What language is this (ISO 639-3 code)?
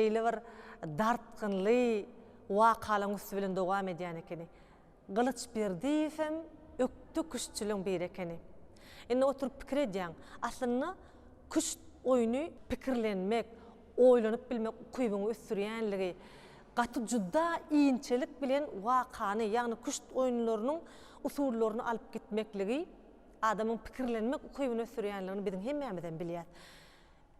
tuk